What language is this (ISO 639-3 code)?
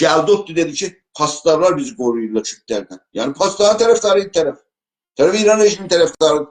azb